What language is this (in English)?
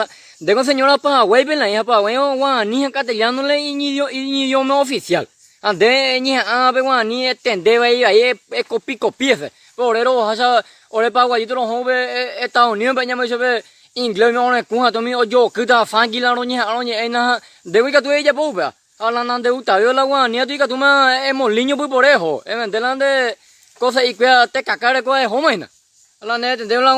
Guarani